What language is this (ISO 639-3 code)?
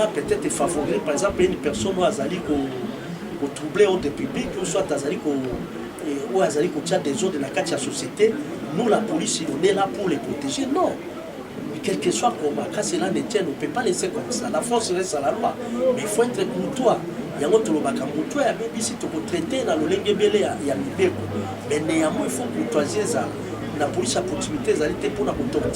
lin